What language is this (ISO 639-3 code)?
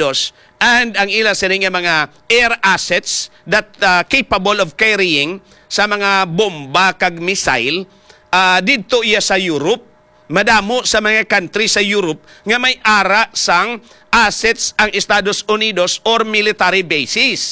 hil